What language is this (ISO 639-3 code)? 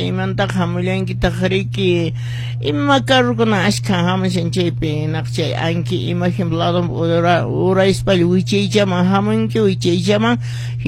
que